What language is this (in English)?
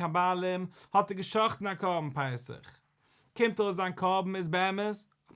Yiddish